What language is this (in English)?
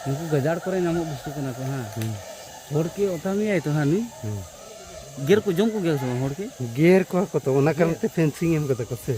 Santali